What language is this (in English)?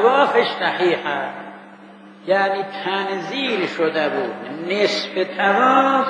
Persian